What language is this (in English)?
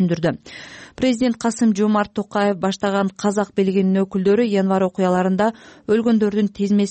Kyrgyz